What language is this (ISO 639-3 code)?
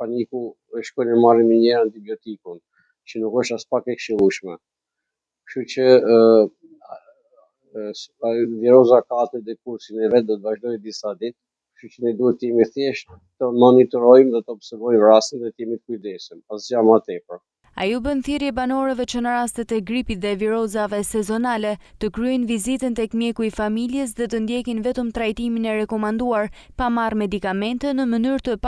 sqi